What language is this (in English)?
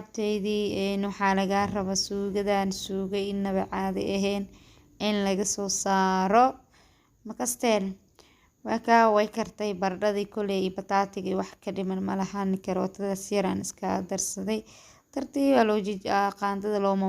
Somali